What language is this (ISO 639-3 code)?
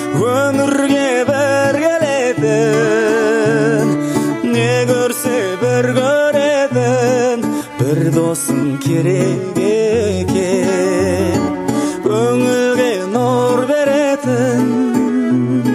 kaz